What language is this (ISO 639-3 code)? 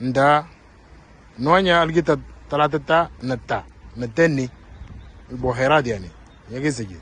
mor